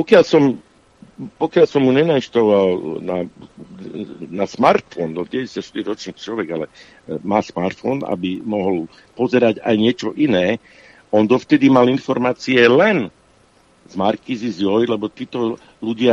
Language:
Slovak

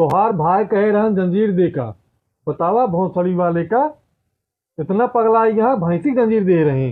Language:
Awadhi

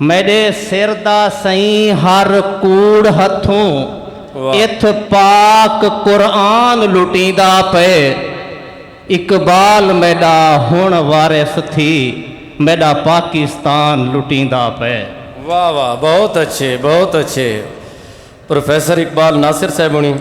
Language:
Saraiki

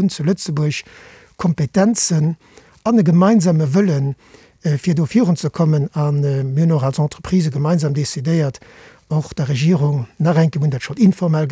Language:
Luxembourgish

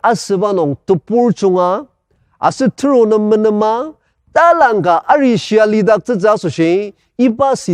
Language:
Ao Naga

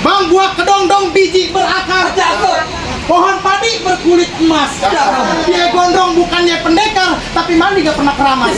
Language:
Betawi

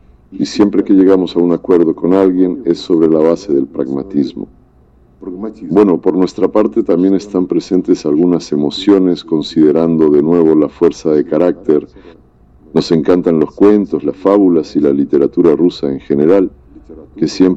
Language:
Spanish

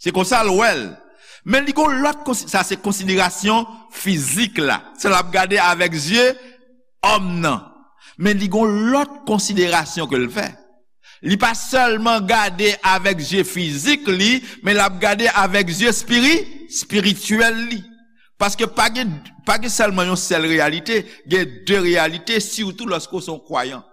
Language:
Haitian Creole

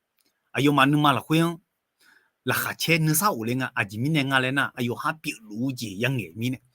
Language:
Akha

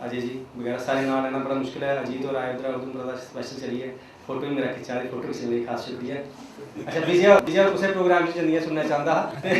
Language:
Dogri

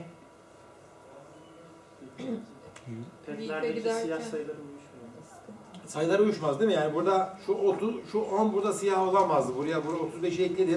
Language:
Turkish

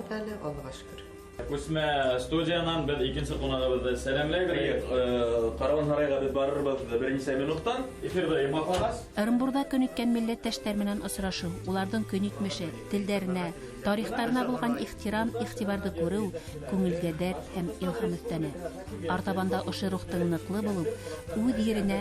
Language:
Bashkir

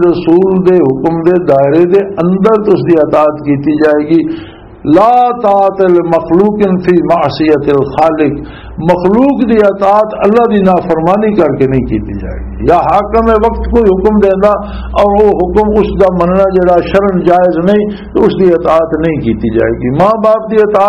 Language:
Western Panjabi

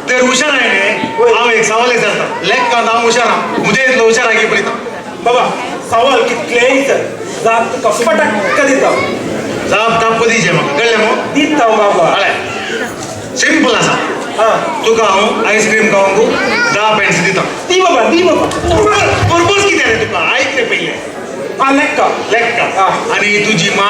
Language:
Konkani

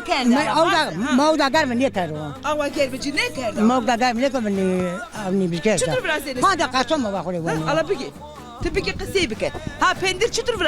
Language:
Zaza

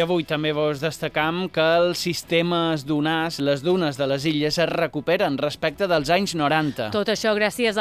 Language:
Catalan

